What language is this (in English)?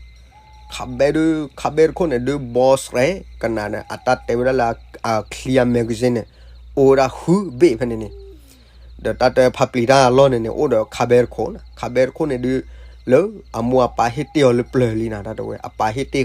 S'gaw Karen